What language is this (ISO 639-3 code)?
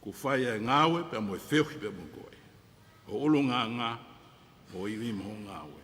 ton